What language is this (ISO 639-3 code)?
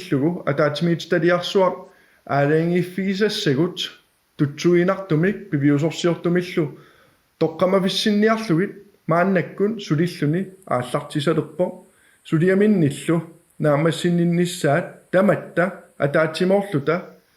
kal